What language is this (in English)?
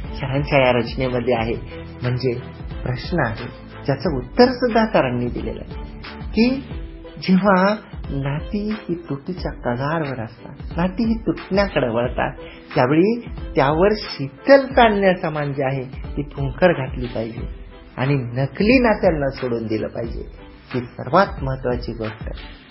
Marathi